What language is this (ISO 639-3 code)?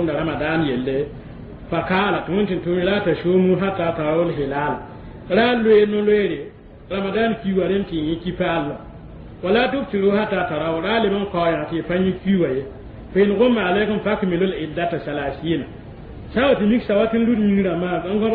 mos